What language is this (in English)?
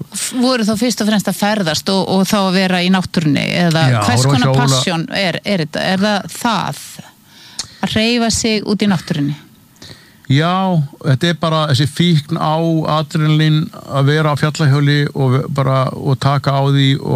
Icelandic